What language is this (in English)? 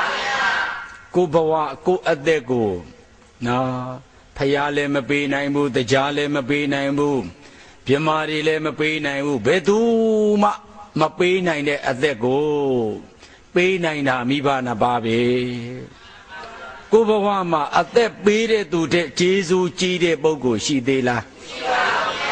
Burmese